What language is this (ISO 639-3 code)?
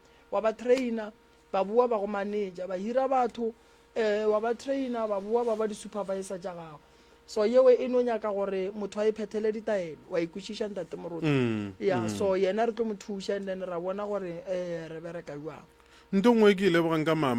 nso